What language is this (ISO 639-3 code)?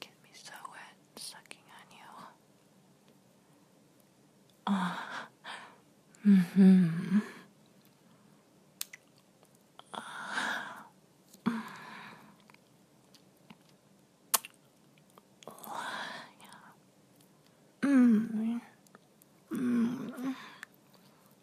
eng